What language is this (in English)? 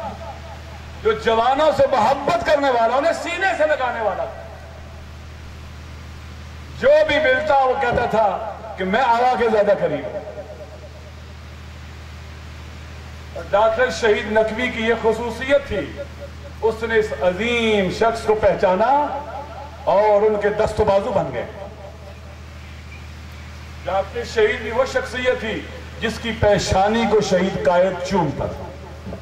Urdu